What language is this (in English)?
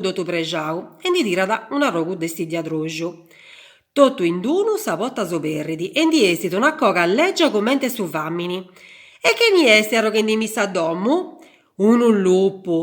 Sardinian